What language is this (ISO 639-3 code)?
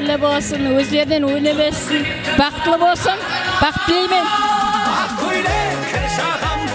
kaa